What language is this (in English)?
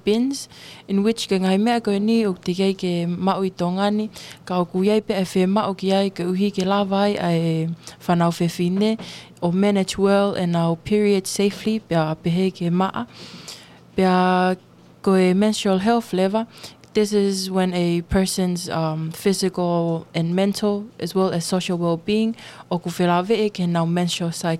Tongan